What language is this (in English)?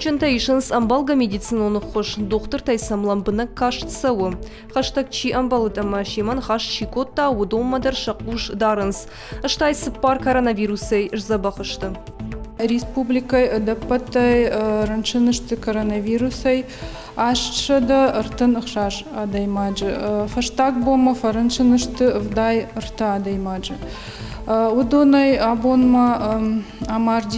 Ossetic